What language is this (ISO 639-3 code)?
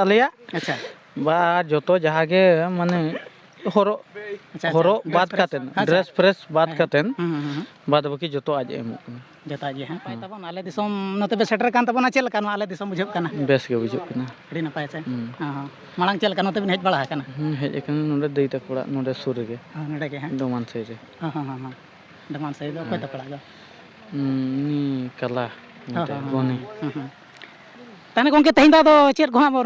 sat